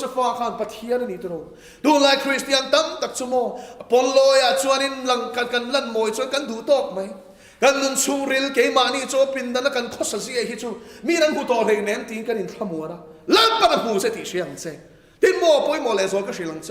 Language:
Mizo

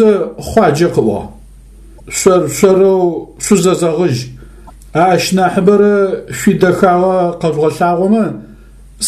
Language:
Adyghe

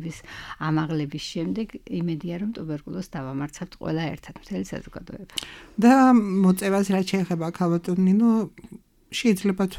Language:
Georgian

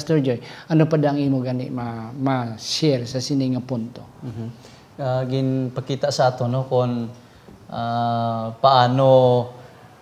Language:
Hiligaynon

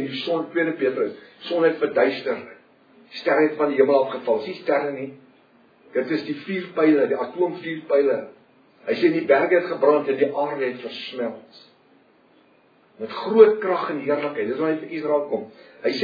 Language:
Afrikaans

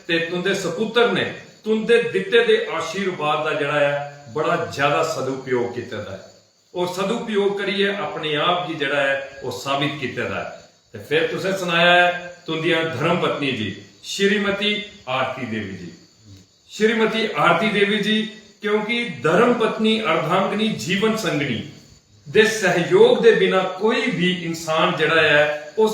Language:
Dogri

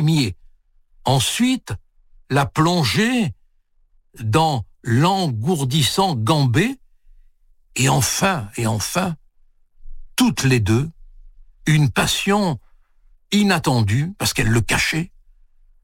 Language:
French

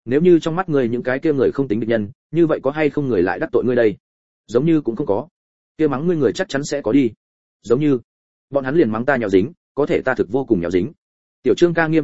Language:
Vietnamese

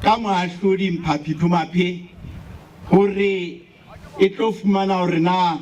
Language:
Southern Sotho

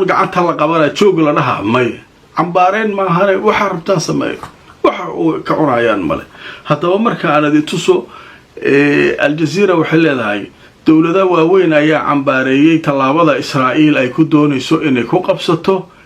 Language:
Somali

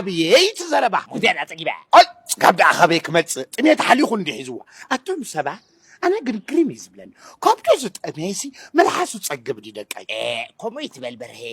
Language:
Tigrinya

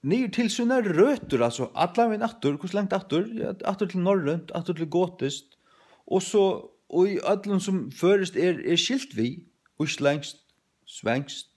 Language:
Faroese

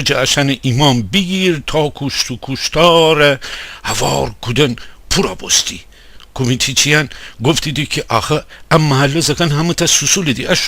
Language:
Gilaki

